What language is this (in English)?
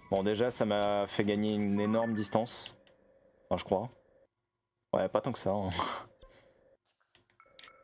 French